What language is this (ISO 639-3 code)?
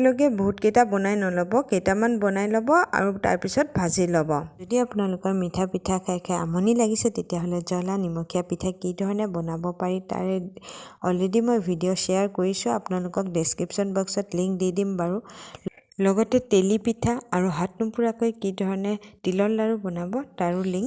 asm